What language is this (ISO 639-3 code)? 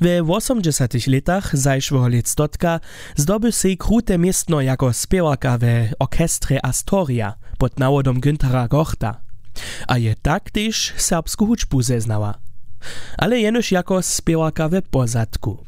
hsb